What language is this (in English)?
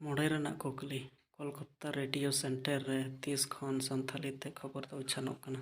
Santali